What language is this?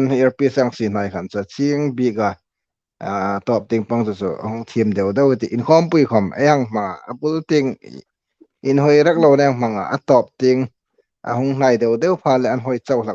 Hmar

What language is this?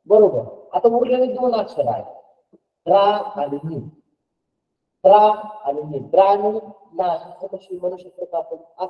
Marathi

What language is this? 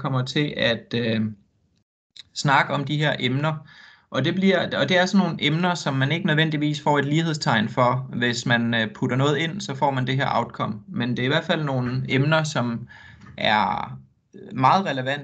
Danish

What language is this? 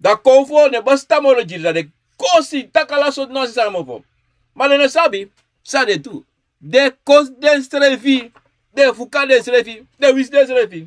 Sranan Tongo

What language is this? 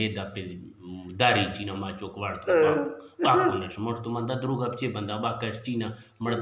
Eastern Balochi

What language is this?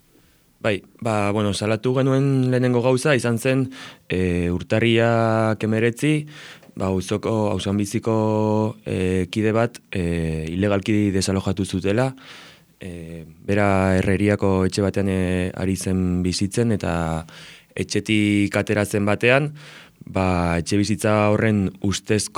Basque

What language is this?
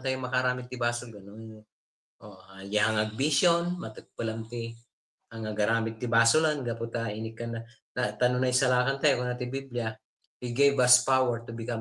Iloko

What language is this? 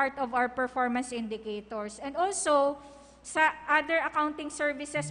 Bikol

